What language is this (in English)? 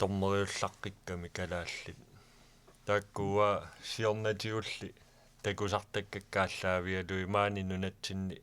Kalaallisut